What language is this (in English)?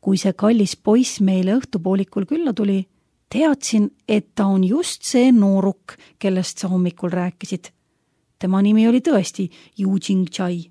Estonian